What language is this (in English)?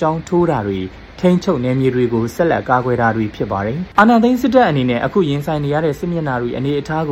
Burmese